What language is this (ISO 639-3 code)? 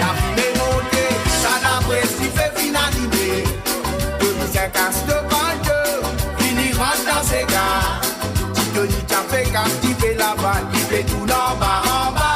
mfe